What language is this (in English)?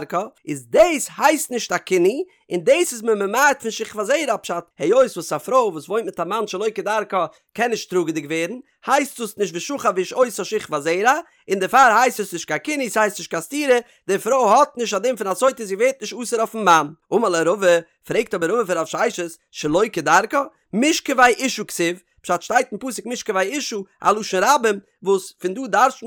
Yiddish